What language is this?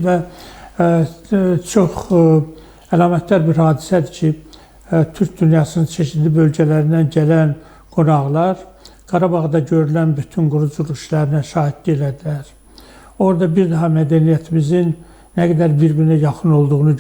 Azerbaijani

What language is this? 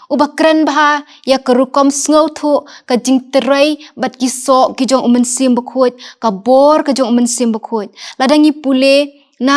Khasi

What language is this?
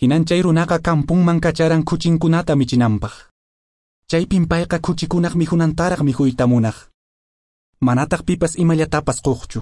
Quechua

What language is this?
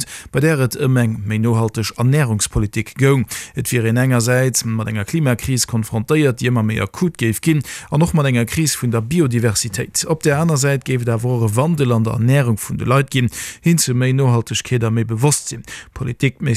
Luxembourgish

